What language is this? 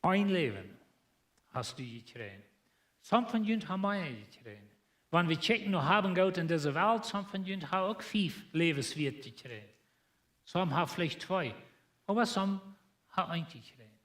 Plautdietsch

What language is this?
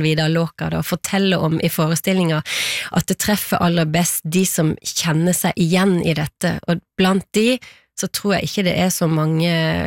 Norwegian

